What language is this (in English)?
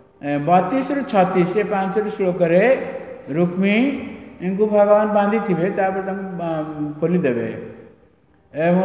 Odia